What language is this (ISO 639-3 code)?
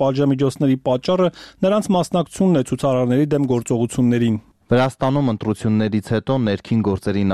hye